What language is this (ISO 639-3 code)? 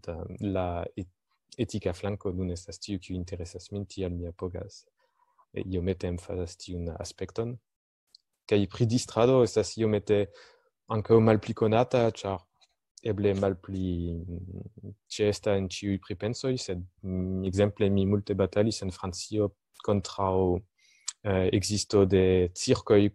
epo